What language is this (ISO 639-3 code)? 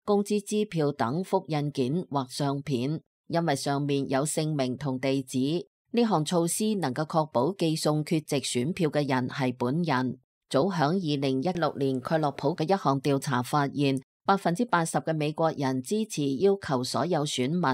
yue